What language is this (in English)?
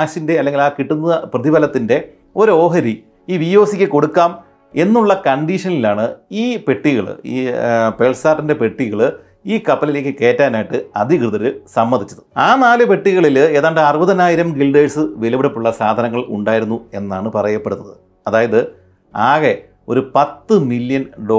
Malayalam